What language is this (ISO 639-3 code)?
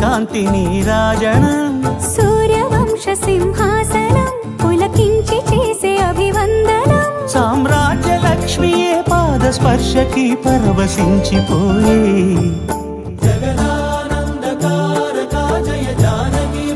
tel